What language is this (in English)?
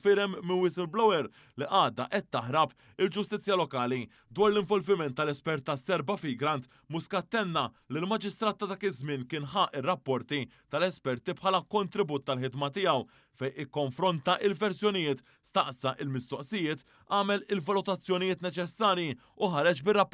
Maltese